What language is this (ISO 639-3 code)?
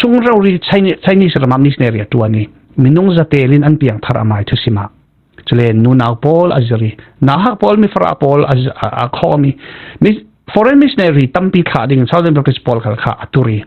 cfm